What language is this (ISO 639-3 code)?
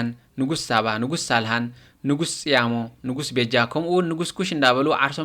tir